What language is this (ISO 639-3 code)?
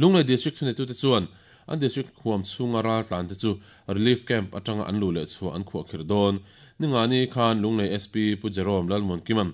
lus